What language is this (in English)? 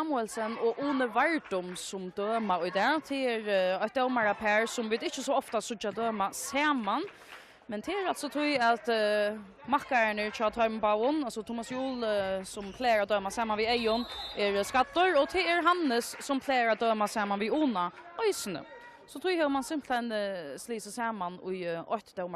Faroese